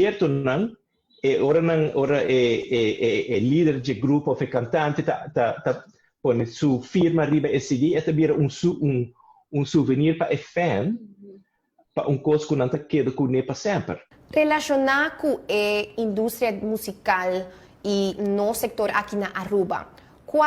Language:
Papiamento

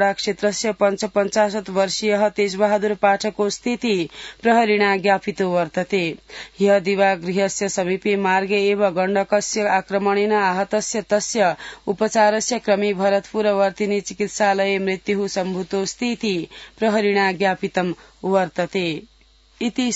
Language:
Sanskrit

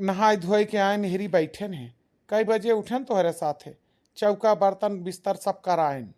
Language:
Awadhi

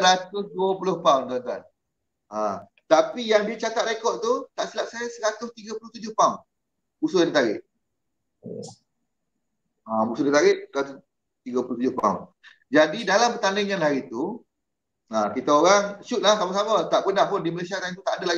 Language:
Malay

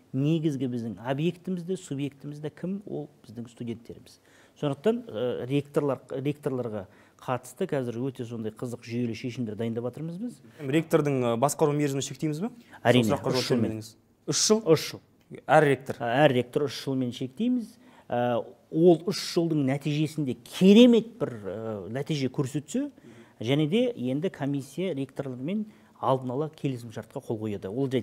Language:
Kazakh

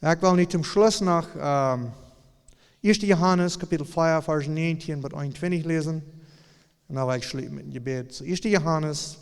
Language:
Plautdietsch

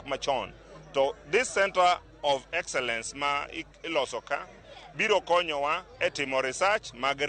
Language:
Luo (Kenya and Tanzania)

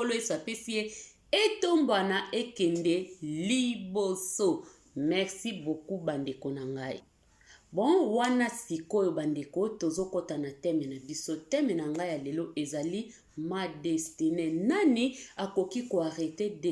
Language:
Lingala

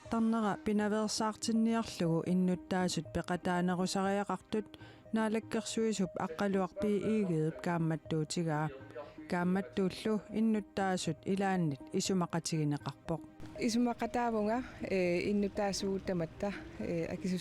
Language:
Kalaallisut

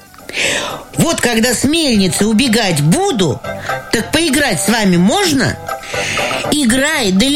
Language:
Russian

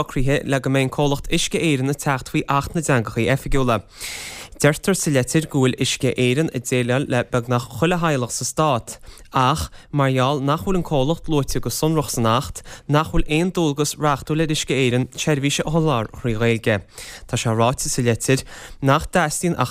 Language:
Irish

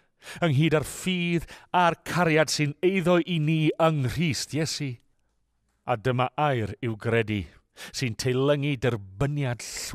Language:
Welsh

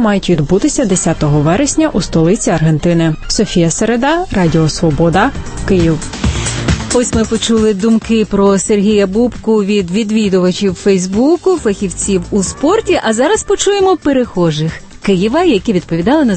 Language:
Ukrainian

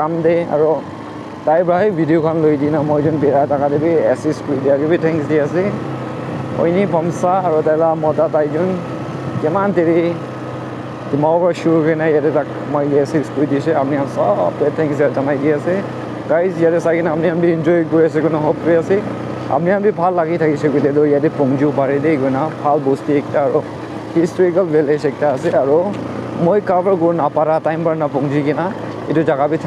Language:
Naga Pidgin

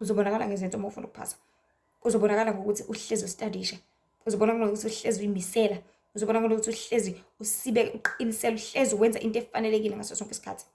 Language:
Zulu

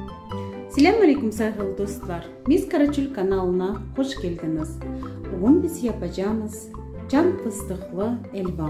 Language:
Crimean Tatar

